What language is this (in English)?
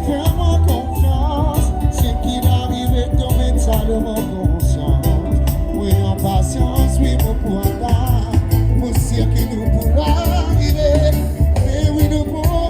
Morisyen